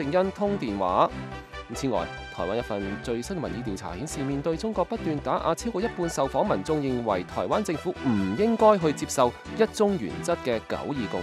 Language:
Cantonese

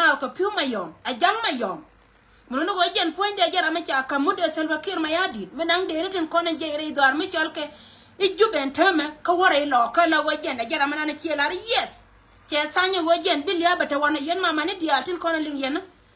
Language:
Nuer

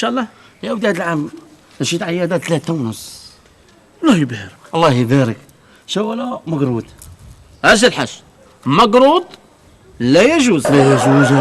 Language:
Algerian Arabic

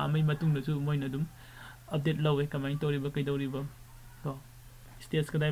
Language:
Manipuri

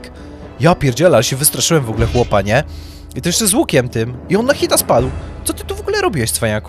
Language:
Polish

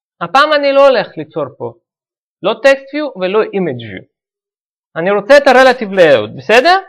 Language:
Hebrew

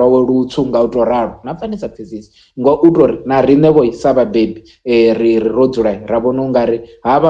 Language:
Venda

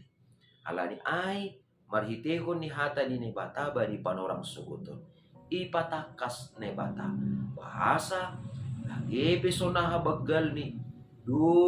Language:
Batak Simalungun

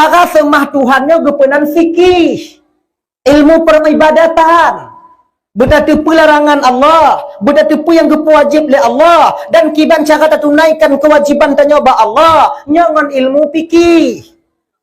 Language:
Achinese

